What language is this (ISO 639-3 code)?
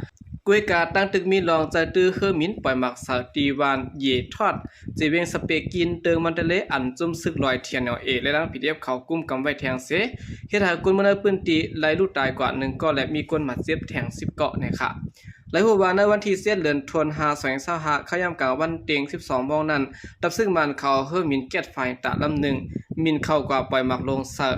shn